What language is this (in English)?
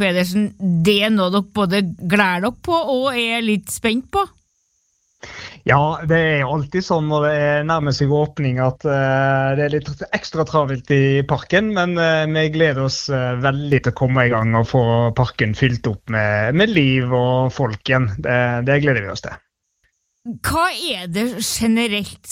Norwegian